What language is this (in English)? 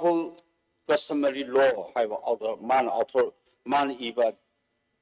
Manipuri